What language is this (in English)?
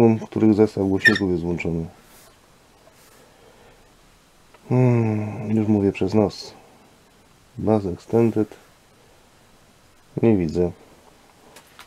Polish